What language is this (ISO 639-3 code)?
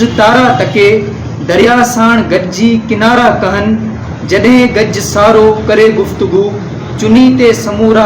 snd